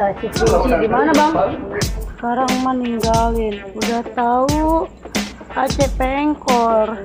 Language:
Betawi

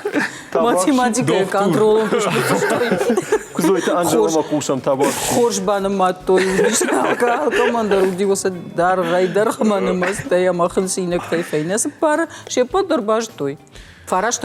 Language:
Ossetic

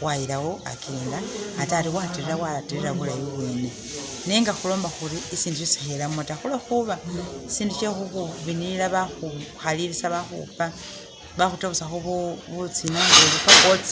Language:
Masaaba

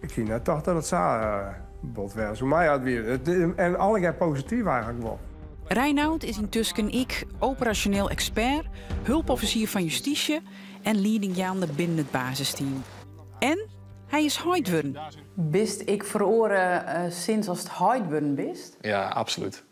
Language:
Western Frisian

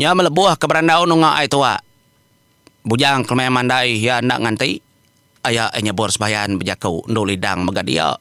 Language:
Iban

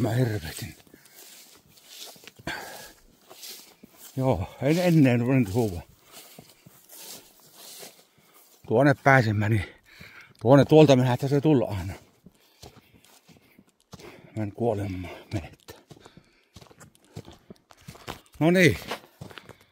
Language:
Finnish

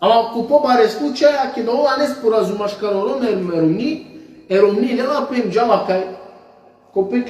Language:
Balkan Romani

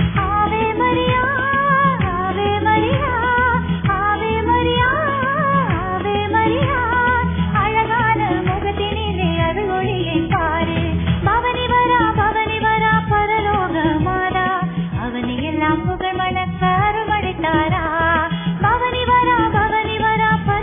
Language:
Tamil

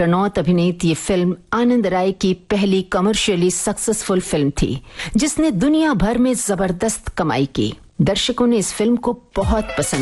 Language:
Hindi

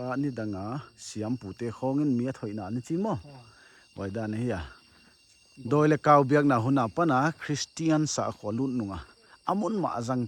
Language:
Paite Chin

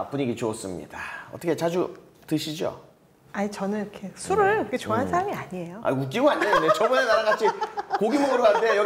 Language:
Korean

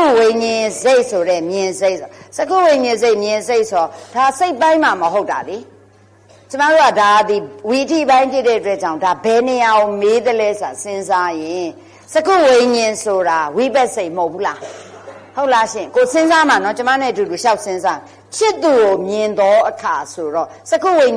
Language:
Burmese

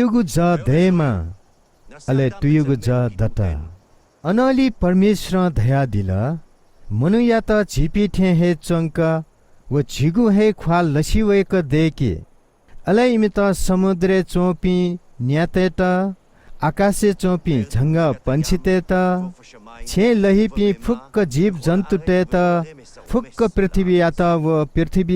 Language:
Newari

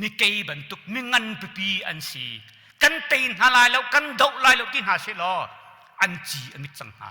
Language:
Hakha Chin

